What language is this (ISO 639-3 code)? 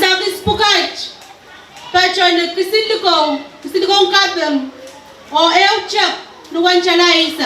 pon